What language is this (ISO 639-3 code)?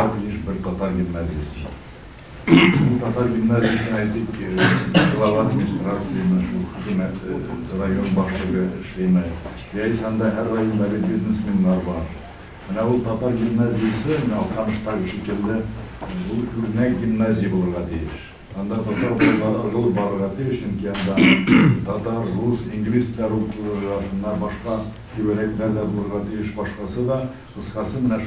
tat